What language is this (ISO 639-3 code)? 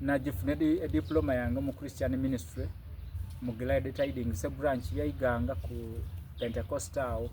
xog